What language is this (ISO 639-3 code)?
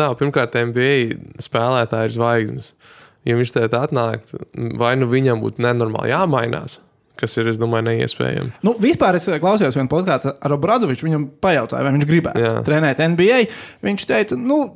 lav